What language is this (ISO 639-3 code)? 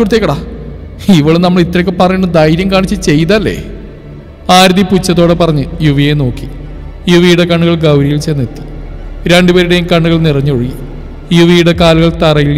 mal